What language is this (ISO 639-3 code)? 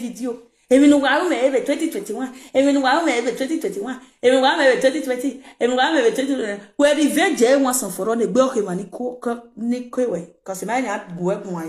pcm